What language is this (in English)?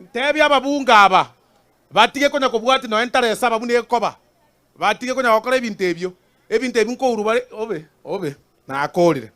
Gusii